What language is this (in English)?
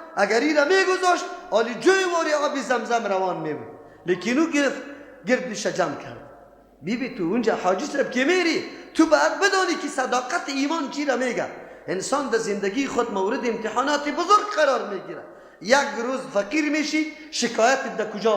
Persian